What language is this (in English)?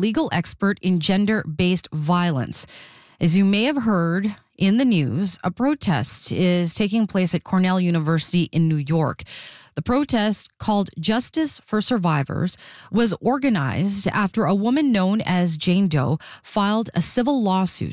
English